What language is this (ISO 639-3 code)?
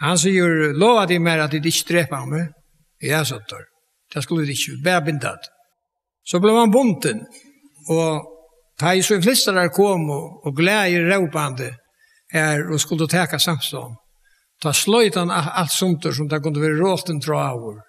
fao